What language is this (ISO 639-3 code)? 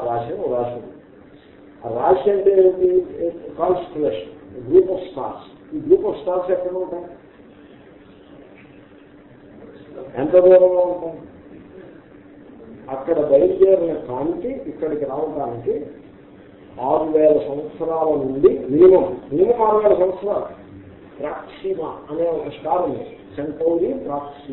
tel